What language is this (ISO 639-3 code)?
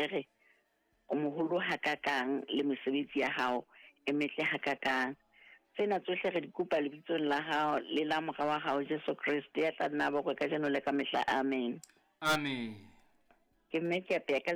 sot